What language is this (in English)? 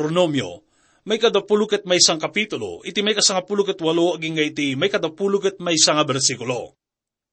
Iloko